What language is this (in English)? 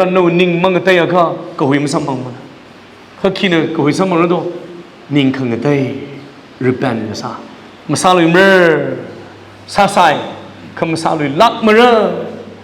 Tangkhul Naga (India)